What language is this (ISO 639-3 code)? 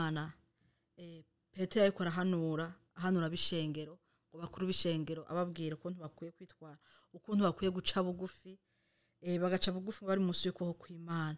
run